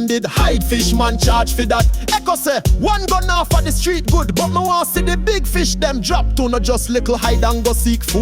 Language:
Jamaican Creole English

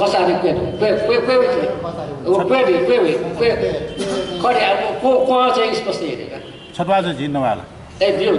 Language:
Newari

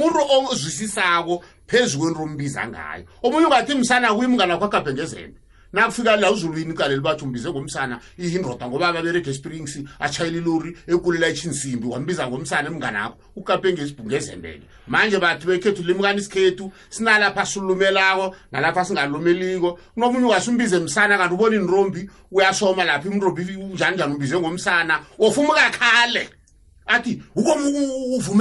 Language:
South Ndebele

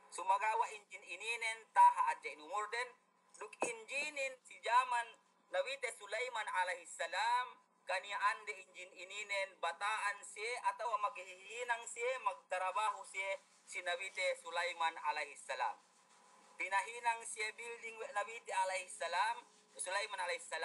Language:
Yakan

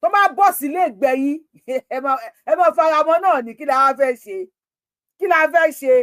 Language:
Yoruba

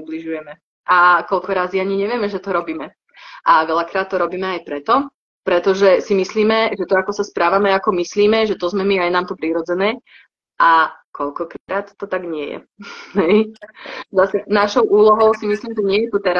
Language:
Slovak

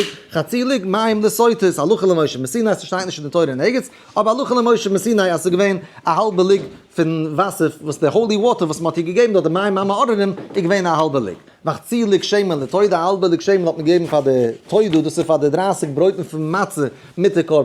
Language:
Yiddish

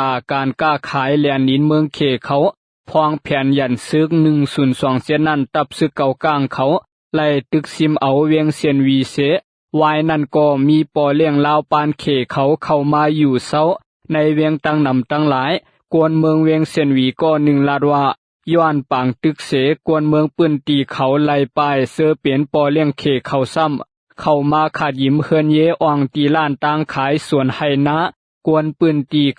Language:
Shan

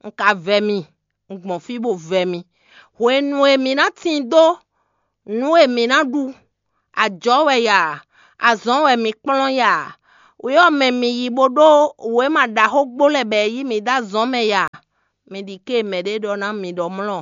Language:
Fon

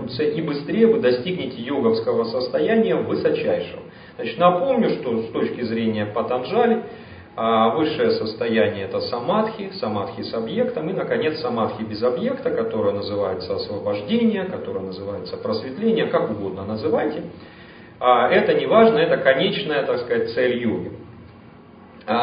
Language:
Russian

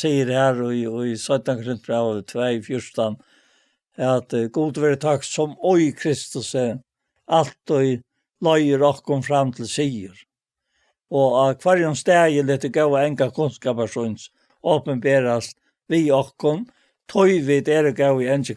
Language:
Faroese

